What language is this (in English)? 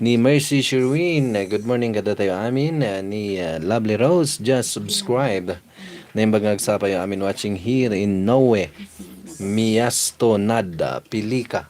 Iloko